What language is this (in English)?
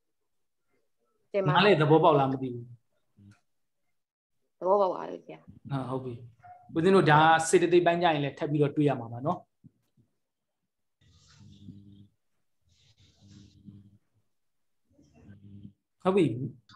Burmese